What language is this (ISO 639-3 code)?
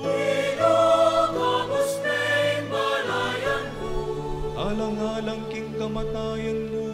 pam